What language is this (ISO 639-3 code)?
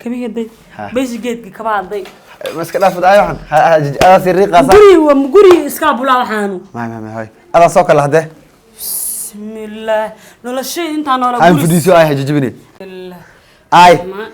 som